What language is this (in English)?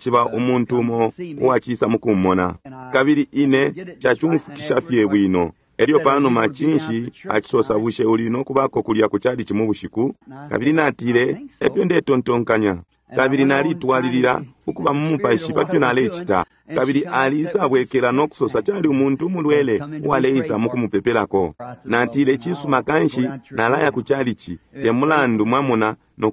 Bemba